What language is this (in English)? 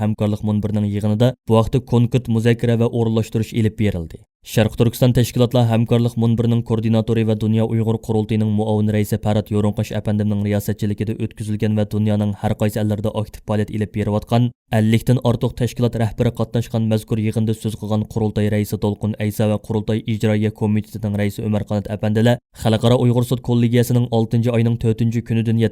Uyghur